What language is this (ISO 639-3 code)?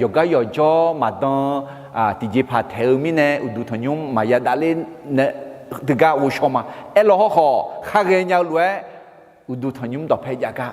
ahk